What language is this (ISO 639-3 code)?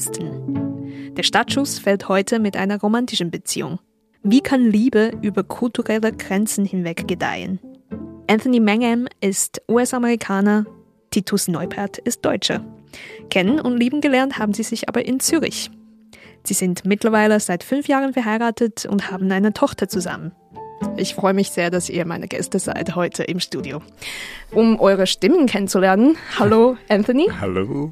deu